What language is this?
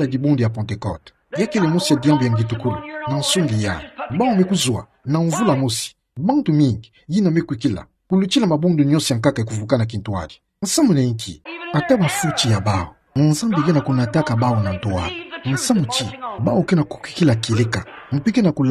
Kituba (Democratic Republic of Congo)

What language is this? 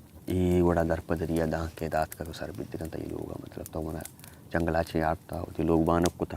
Baluchi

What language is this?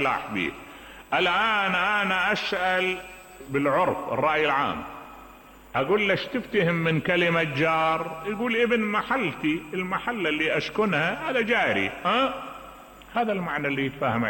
Mesopotamian Arabic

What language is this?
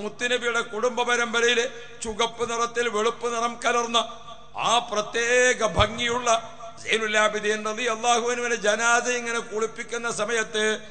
Malayalam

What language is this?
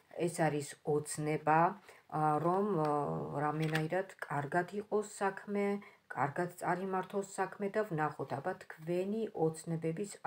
Georgian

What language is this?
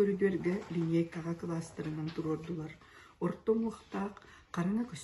Yakut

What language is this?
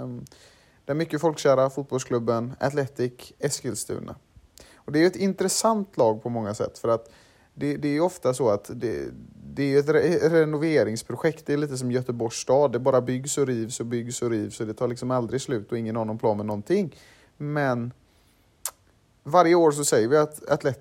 Swedish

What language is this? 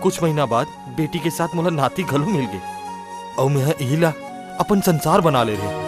Chhattisgarhi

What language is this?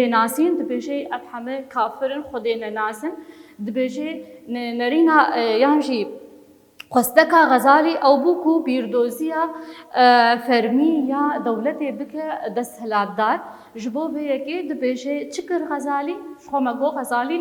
Kurdish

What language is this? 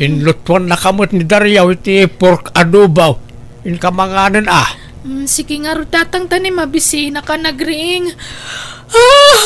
Iloko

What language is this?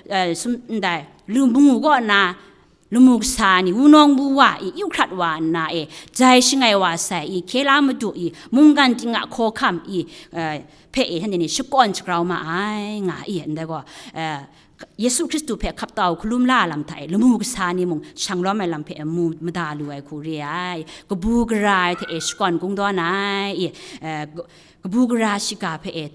Kachin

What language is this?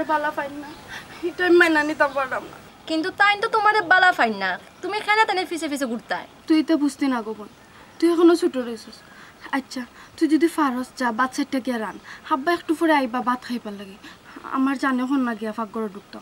Sylheti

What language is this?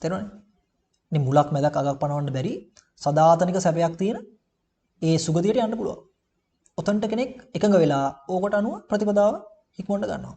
Sinhala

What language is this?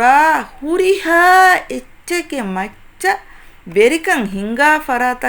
Divehi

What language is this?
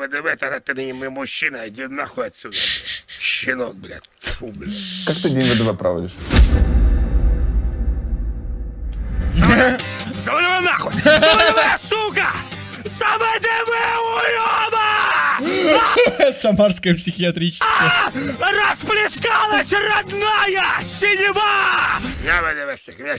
Russian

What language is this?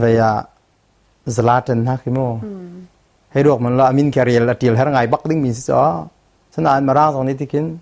Hakha Chin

